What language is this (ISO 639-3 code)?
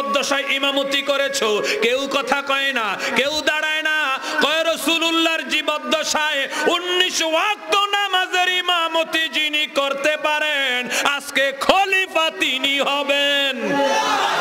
ben